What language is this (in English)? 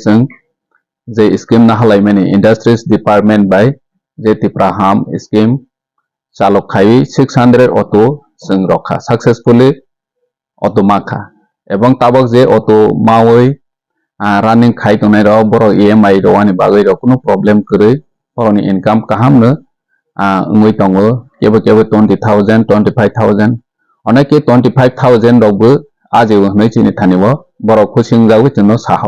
Kok Borok